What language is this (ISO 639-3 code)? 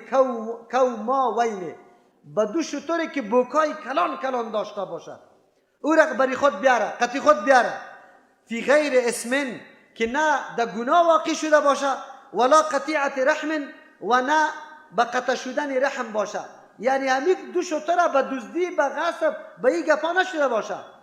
fas